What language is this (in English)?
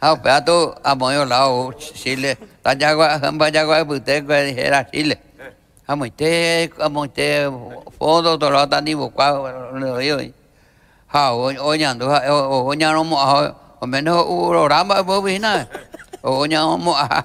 Guarani